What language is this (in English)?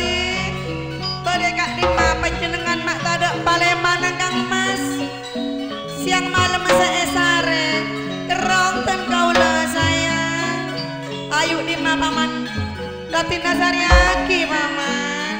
Madurese